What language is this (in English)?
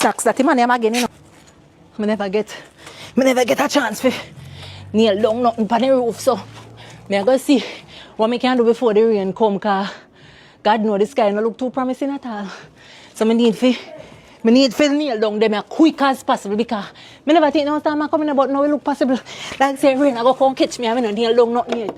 Jamaican Creole English